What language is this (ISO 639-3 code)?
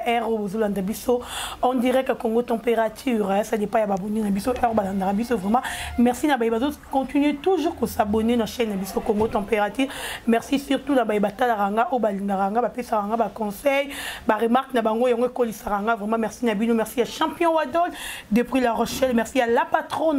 lin